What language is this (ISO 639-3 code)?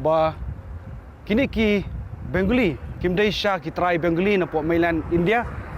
kha